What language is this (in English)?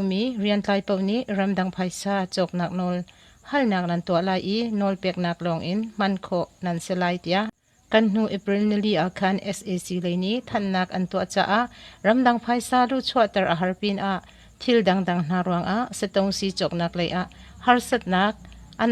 Hakha Chin